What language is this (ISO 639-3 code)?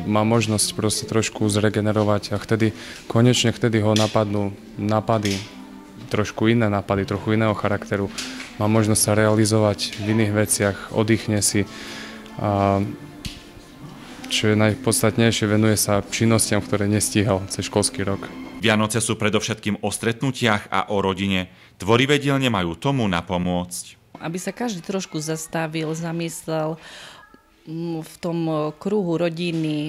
slk